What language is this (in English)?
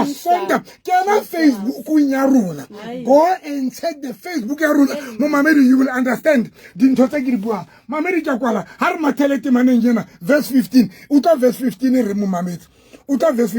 Southern Sotho